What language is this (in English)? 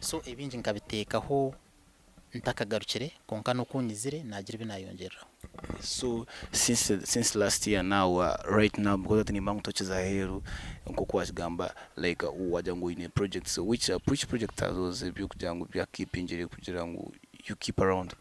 Nyankole